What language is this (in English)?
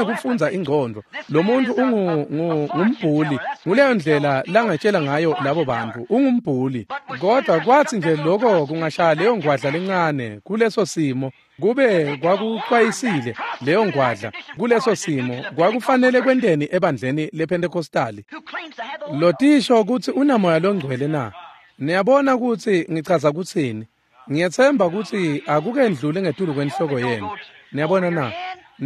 Swati